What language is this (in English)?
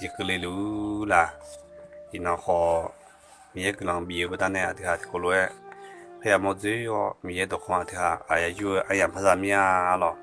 Akha